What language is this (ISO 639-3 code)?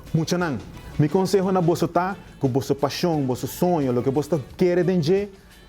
pap